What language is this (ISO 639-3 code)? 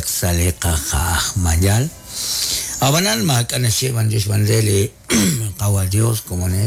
kek